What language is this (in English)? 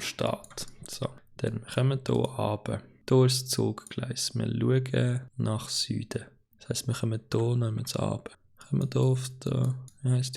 Swiss German